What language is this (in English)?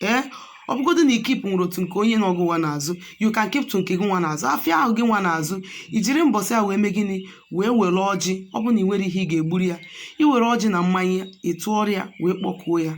Igbo